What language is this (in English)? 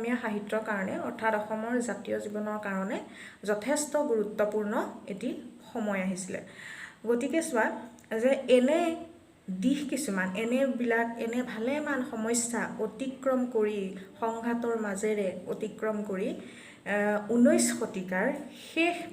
Assamese